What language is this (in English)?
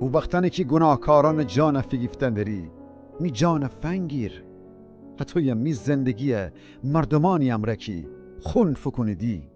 Gilaki